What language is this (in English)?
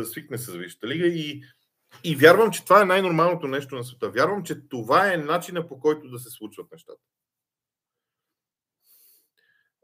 Bulgarian